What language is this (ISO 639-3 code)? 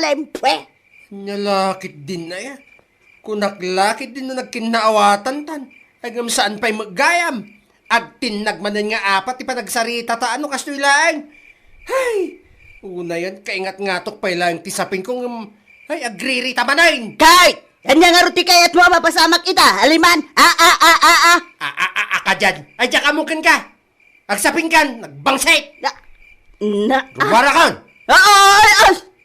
ilo